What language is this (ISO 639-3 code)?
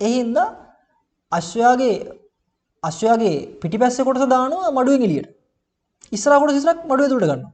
sin